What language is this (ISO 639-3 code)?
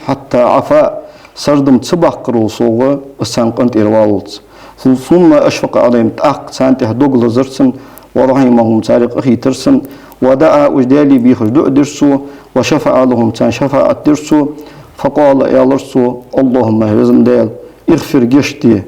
inh